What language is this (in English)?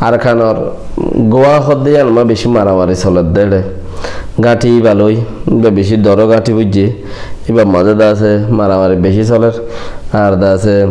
Rohingya